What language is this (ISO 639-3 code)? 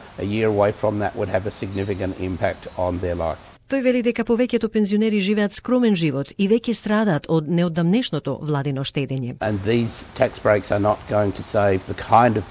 mkd